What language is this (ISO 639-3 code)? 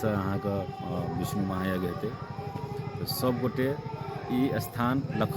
mai